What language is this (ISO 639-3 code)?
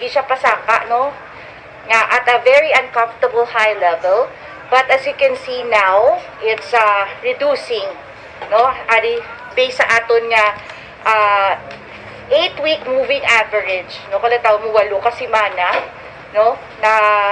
hil